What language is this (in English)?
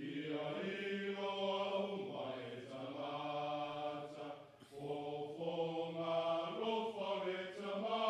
Samoan